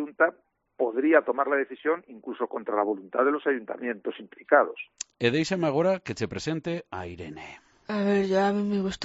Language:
Galician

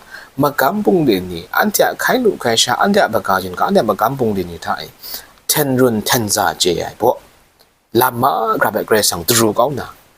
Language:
Kachin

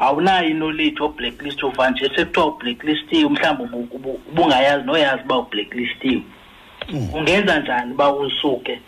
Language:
Xhosa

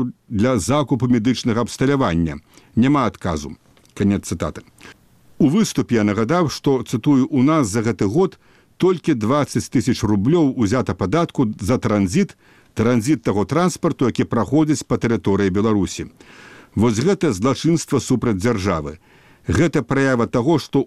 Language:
Belarusian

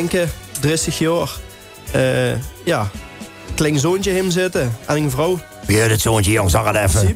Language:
Limburgish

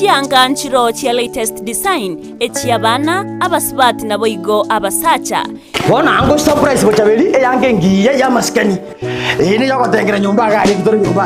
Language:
Gusii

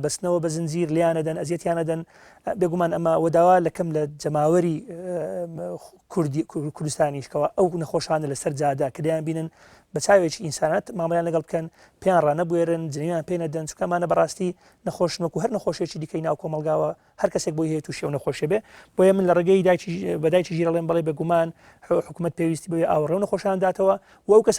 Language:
Central Kurdish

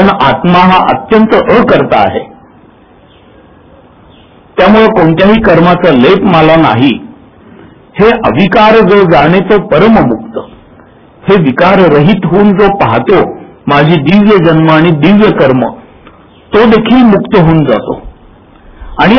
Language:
Marathi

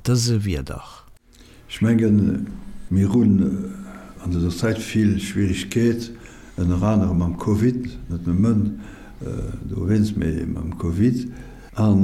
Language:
Luxembourgish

